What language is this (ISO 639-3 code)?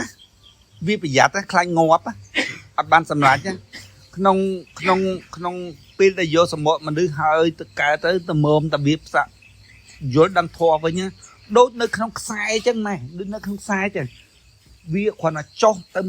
khm